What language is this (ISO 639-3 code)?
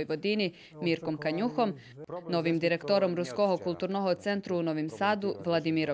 rue